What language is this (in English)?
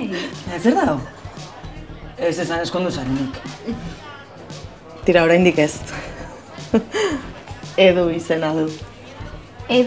Basque